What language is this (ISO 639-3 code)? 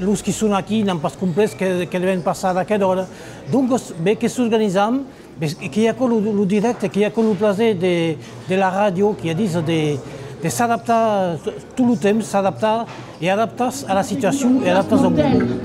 oci